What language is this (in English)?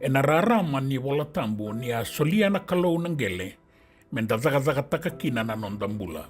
Fijian